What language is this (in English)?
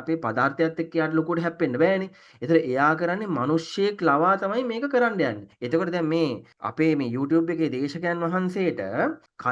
Sinhala